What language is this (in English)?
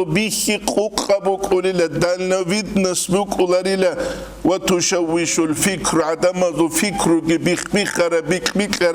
Avaric